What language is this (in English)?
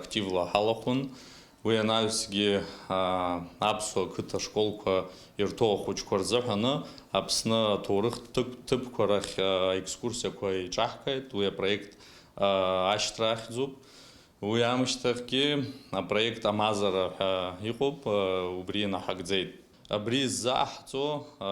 Abkhazian